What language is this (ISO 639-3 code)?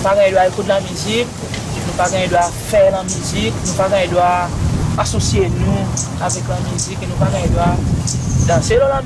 crs